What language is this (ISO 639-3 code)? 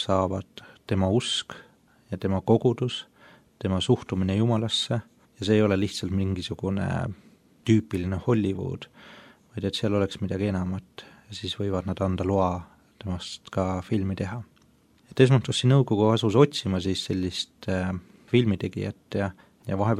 est